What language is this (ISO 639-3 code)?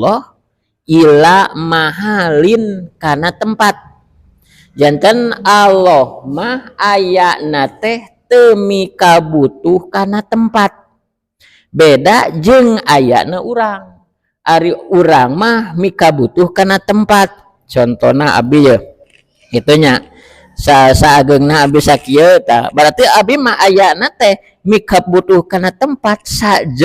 sun